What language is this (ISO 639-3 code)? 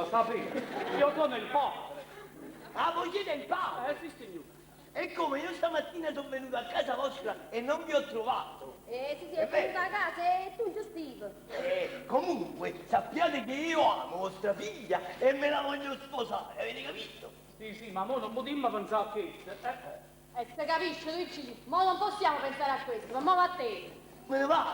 nap